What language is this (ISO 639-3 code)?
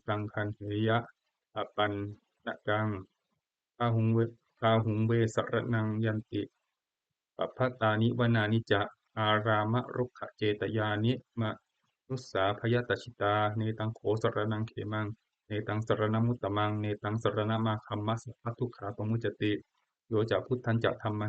pli